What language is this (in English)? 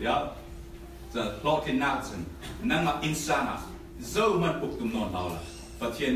Falam Chin